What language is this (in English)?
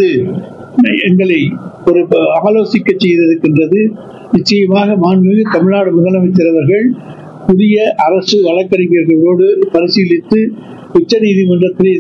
Tamil